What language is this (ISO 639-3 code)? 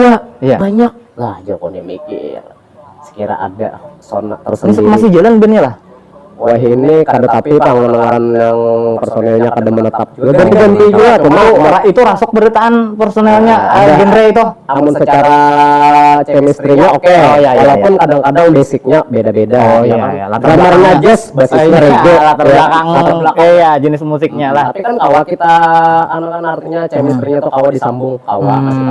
bjn